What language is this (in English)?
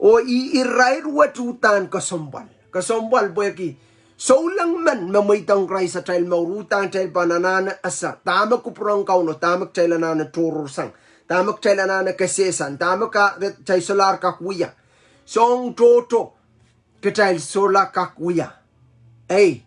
Pohnpeian